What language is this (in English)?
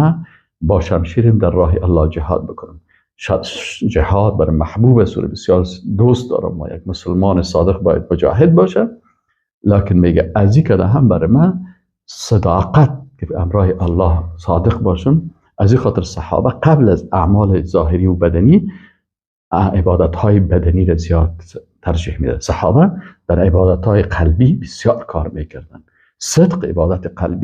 Persian